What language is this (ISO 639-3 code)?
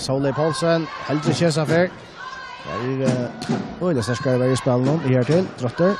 fao